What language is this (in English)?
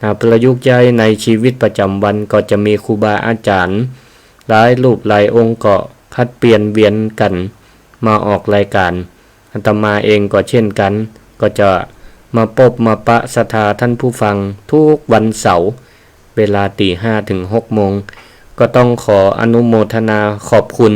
Northern Thai